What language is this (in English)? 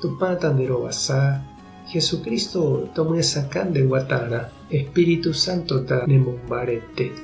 Guarani